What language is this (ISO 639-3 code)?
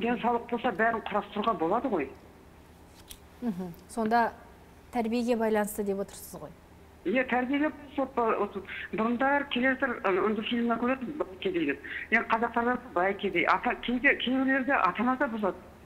kaz